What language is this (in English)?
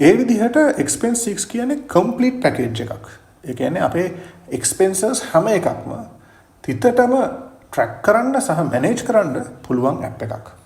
Sinhala